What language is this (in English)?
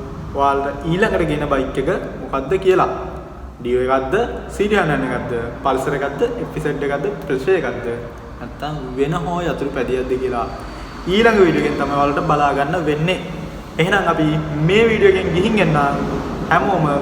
Sinhala